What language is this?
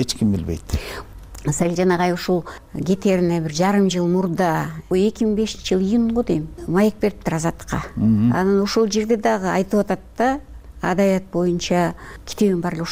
Kyrgyz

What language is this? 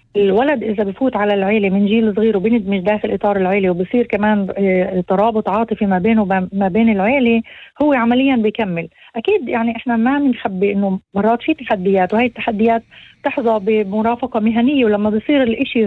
North Levantine Arabic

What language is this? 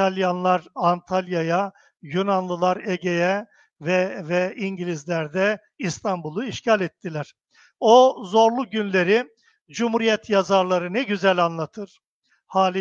Turkish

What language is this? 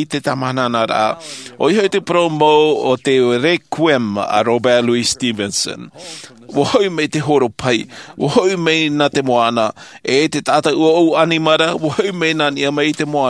Tahitian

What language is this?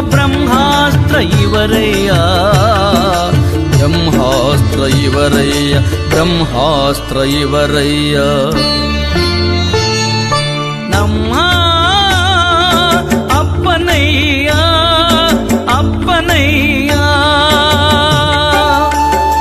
Kannada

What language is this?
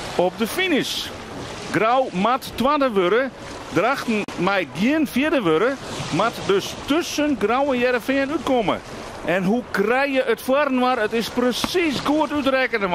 Western Frisian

